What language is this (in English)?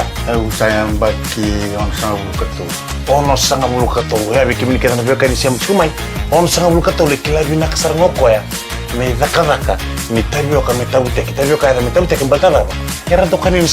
Fijian